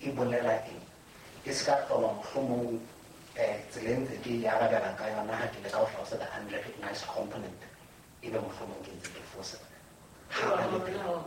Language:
Southern Sotho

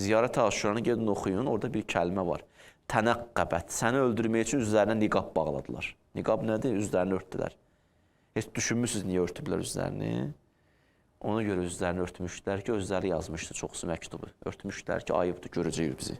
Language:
Azerbaijani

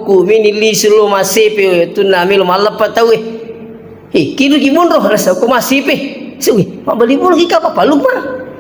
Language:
Buginese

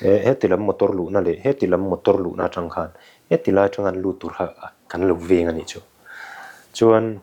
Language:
Mizo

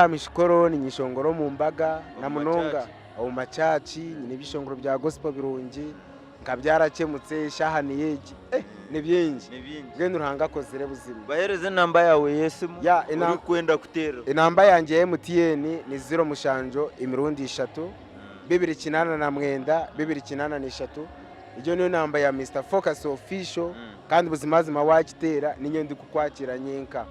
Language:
Nyankole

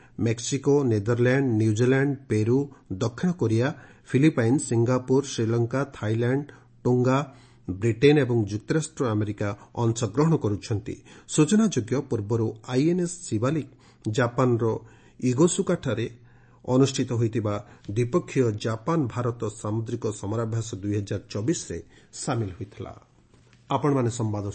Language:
Odia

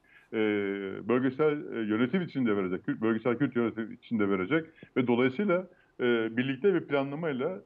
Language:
Turkish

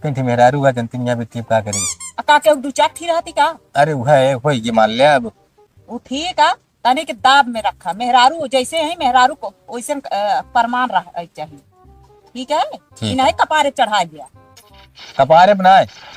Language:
Awadhi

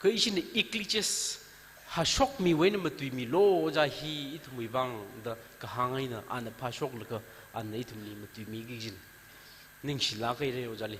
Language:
Tangkhul Naga (India)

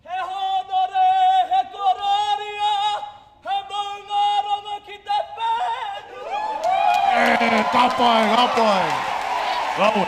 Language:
Māori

